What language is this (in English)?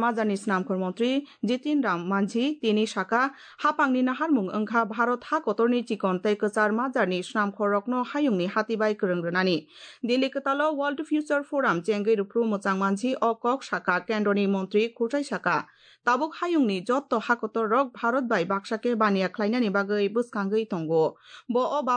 Kok Borok